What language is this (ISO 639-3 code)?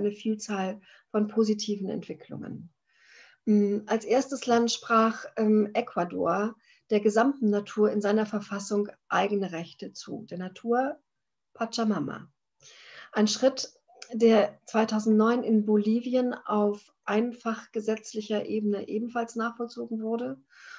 deu